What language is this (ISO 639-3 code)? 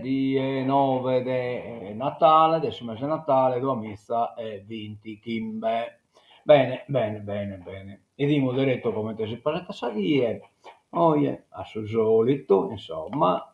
srd